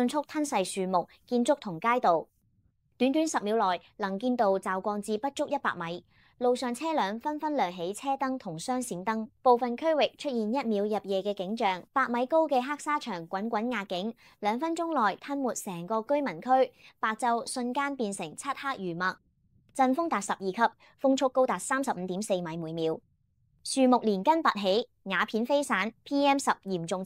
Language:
Cantonese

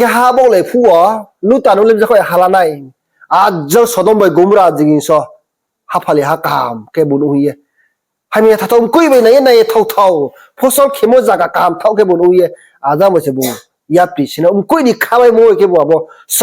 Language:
Riang (India)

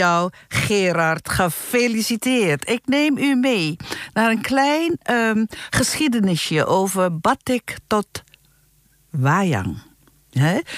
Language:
Dutch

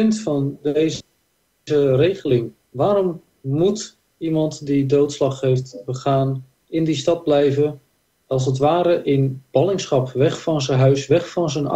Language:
Dutch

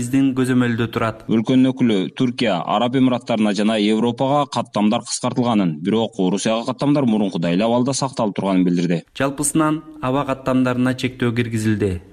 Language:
Kyrgyz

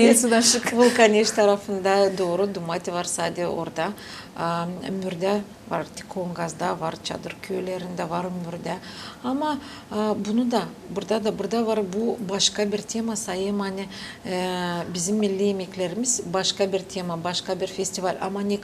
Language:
Gagauz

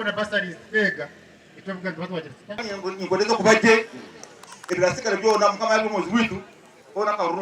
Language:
Nyankole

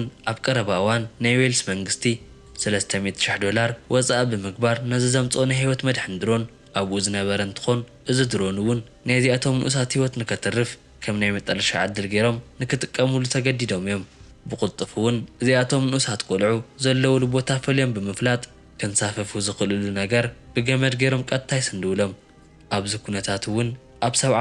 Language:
Tigrinya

